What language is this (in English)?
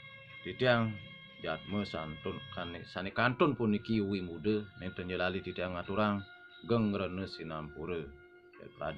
Balinese